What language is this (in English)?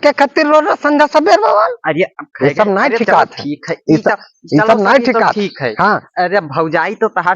Awadhi